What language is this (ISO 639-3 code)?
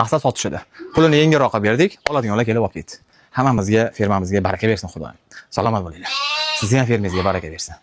uzb